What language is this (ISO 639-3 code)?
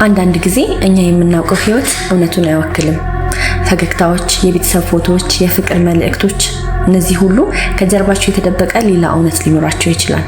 amh